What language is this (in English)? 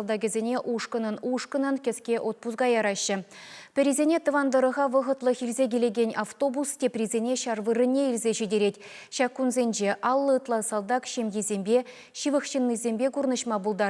Chuvash